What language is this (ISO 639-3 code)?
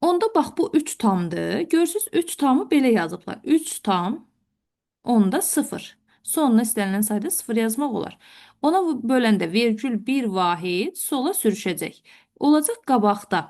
aze